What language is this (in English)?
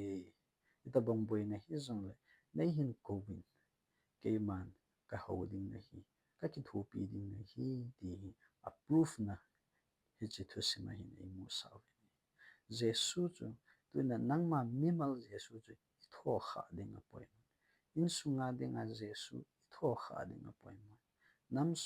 Thado Chin